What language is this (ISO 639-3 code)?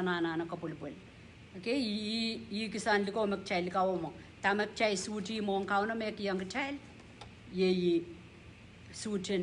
pon